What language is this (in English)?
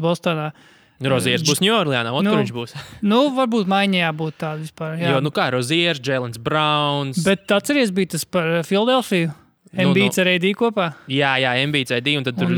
Latvian